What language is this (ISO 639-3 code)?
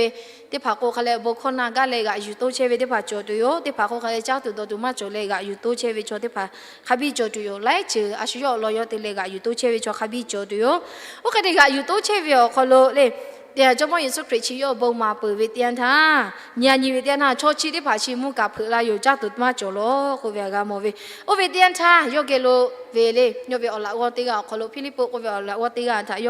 lhu